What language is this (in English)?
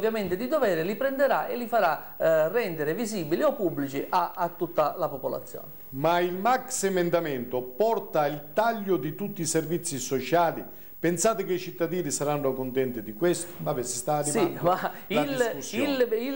Italian